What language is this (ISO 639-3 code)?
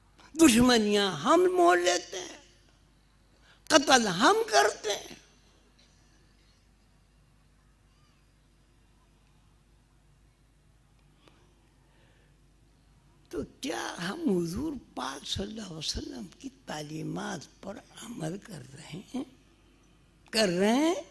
urd